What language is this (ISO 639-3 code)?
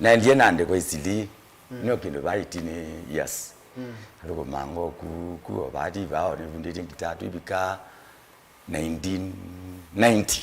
kam